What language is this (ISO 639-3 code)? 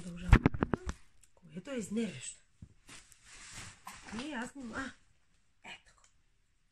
bul